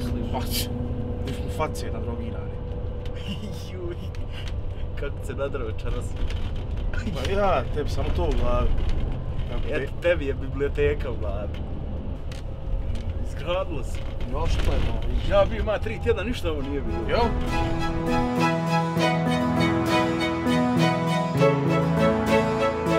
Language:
Croatian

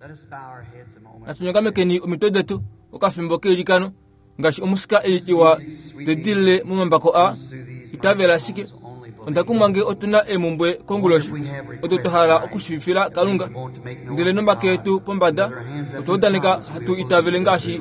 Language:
Kuanyama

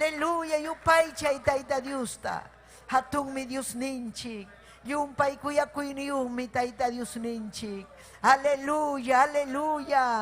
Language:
Ayacucho Quechua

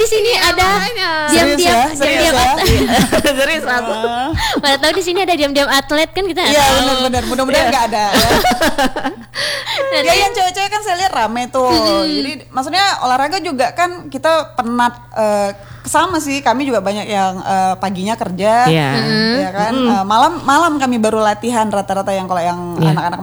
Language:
Indonesian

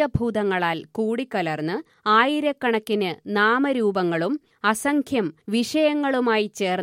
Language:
Malayalam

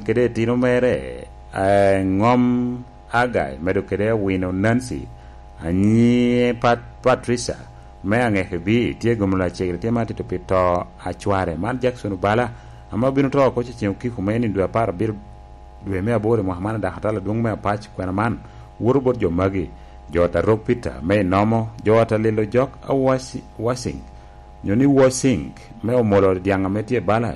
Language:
Lango (Uganda)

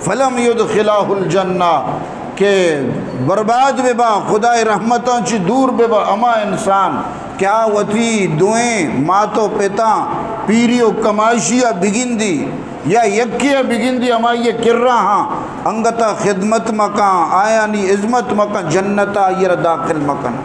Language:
Eastern Balochi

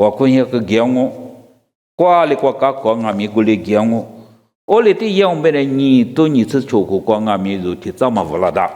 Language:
Lisu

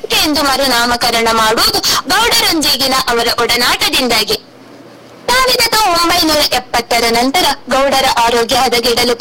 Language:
Kannada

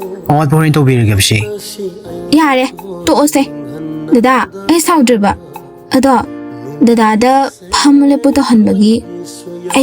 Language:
Manipuri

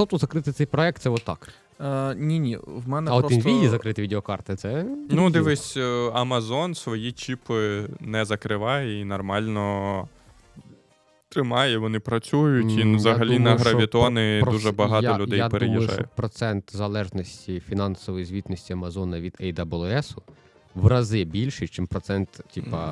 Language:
Ukrainian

